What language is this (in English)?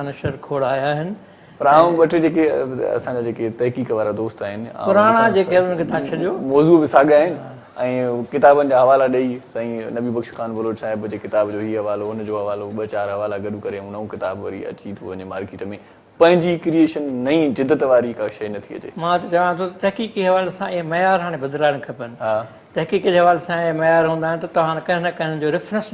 Sindhi